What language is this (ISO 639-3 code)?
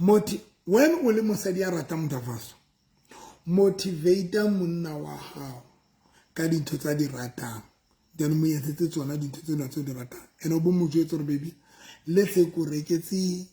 sot